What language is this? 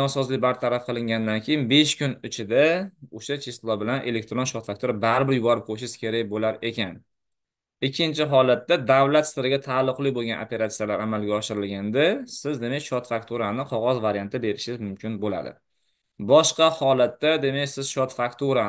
Uzbek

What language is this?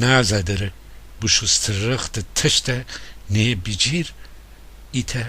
Gilaki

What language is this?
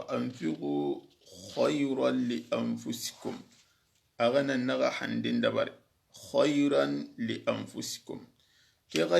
Soninke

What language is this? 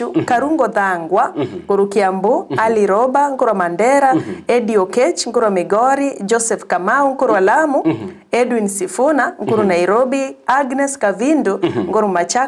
Gusii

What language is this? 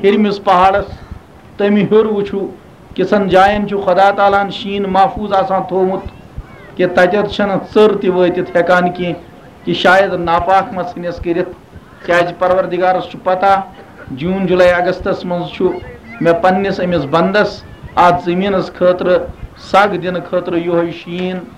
Kashmiri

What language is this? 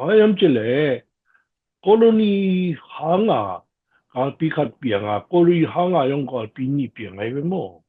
Tedim Chin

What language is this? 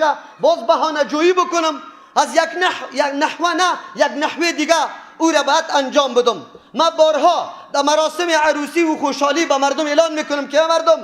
Persian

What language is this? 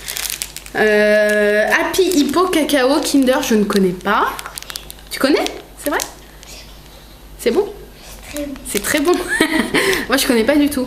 French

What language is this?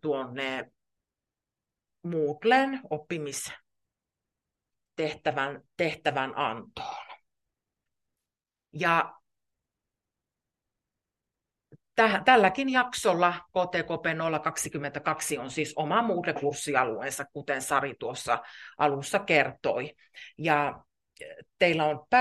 Finnish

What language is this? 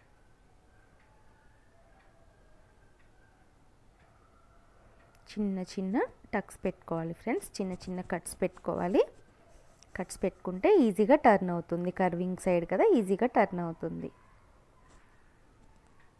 Telugu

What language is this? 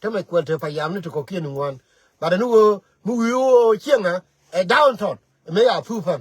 Nuer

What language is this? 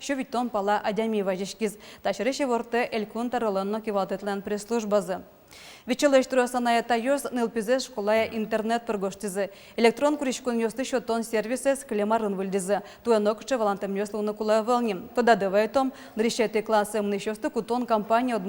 Udmurt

